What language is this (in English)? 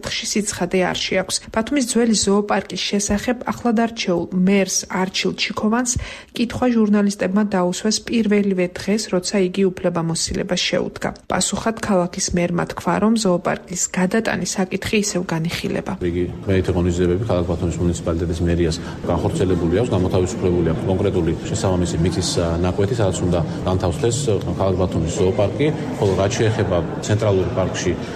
Georgian